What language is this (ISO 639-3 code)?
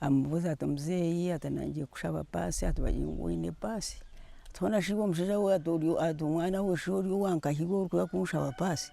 nyn